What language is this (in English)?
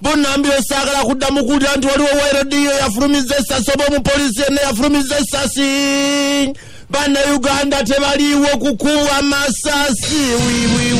Ganda